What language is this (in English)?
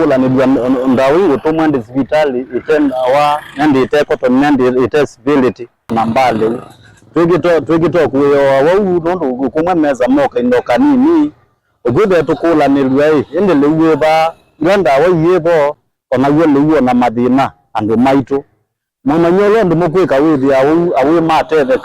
Kamba